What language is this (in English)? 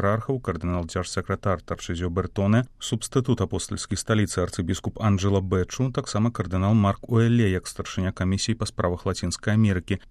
Belarusian